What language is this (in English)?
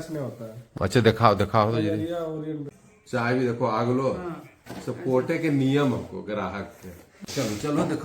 Magahi